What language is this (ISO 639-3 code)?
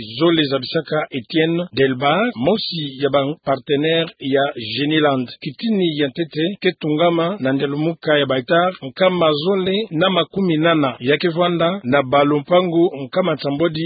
ktu